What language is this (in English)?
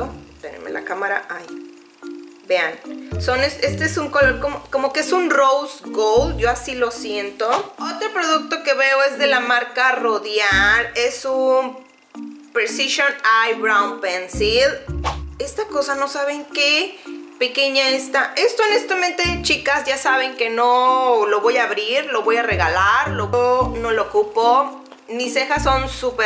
Spanish